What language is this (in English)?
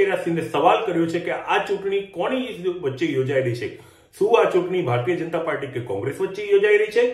Gujarati